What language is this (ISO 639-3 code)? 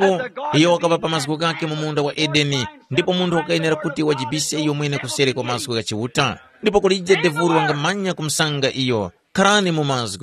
tum